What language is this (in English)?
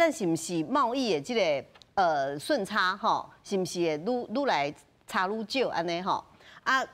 Min Nan Chinese